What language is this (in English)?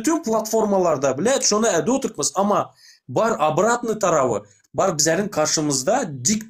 Turkmen